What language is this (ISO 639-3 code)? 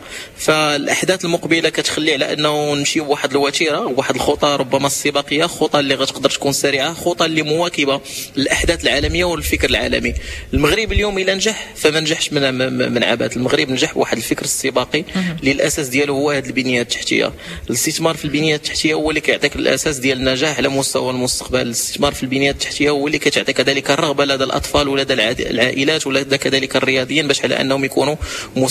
ary